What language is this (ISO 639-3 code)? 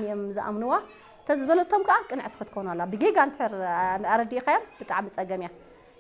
tir